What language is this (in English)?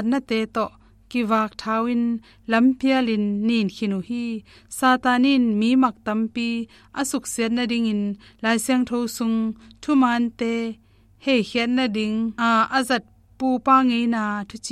Tedim Chin